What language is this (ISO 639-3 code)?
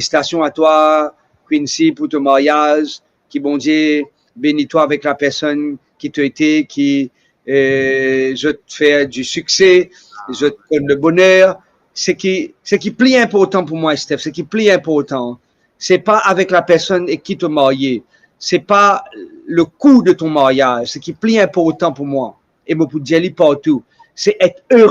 mfe